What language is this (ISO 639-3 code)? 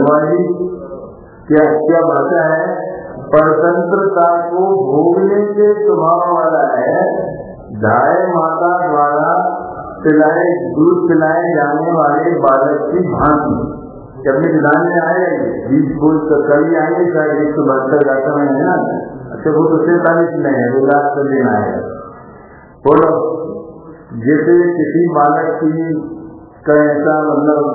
hin